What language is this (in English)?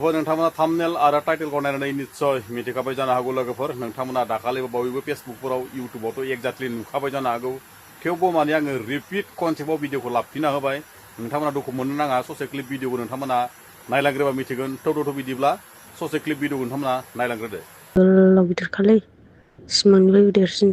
Bodo